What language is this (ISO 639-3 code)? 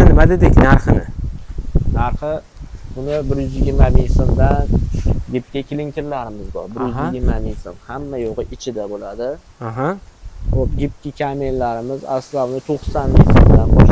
uzb